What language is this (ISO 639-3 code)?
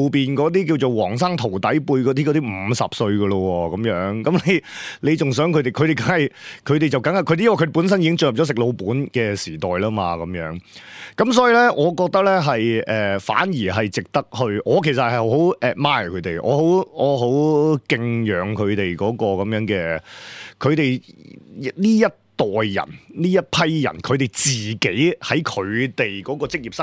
yue